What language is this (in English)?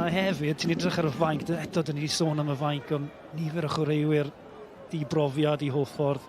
Welsh